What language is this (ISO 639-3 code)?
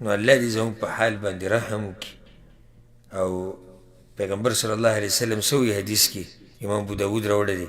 pus